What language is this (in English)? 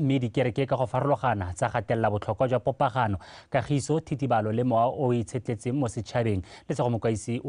Tswana